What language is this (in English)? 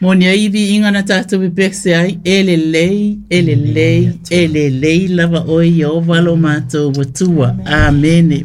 Samoan